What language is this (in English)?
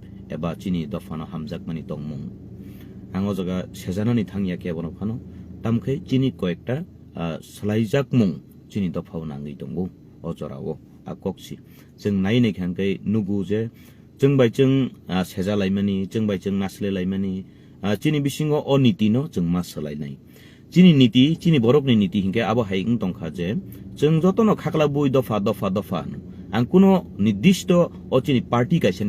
Kok Borok